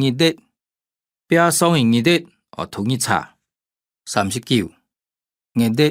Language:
Hakka Chinese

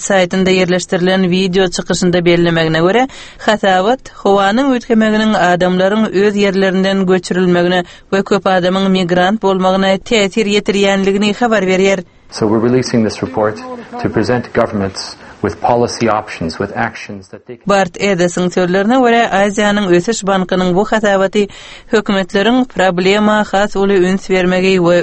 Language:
Turkmen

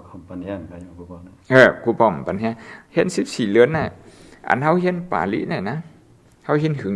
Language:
Shan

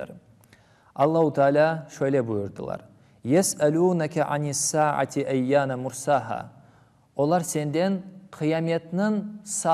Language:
Crimean Tatar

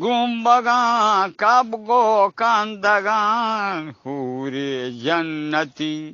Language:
Eastern Balochi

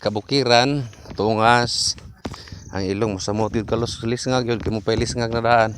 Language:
Cebuano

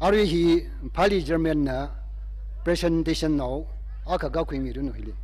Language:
Tangkhul Naga (India)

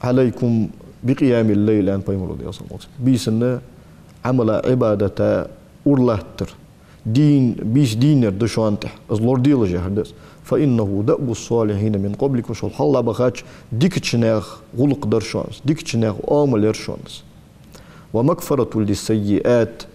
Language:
Ingush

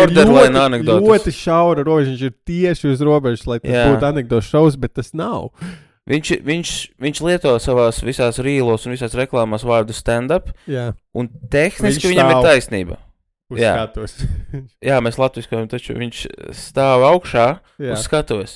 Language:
Latvian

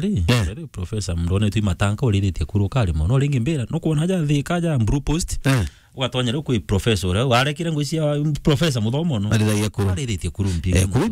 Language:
Meru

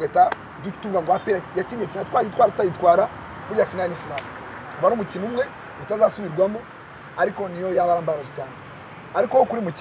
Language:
Kinyarwanda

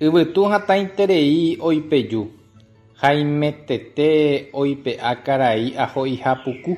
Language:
Guarani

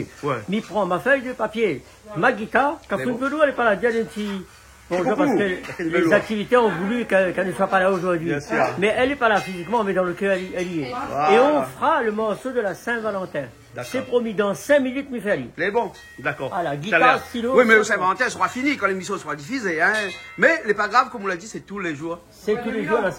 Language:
Réunion Creole French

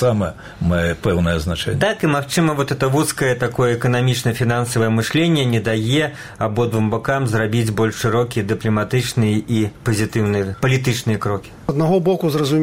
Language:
Belarusian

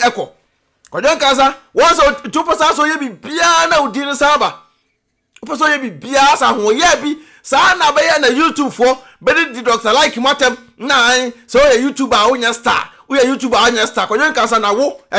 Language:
Akan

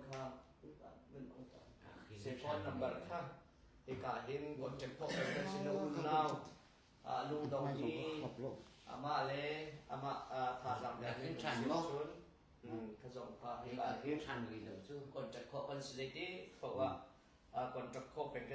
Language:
Hakha Chin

